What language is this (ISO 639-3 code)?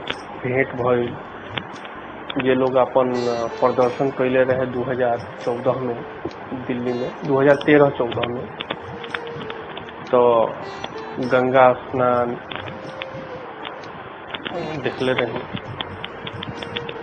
bho